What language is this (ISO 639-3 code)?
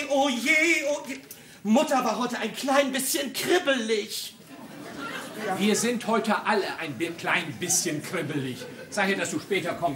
deu